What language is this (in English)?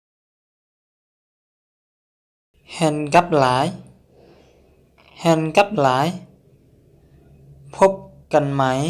Lao